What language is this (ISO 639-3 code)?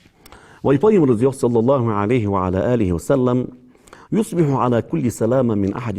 inh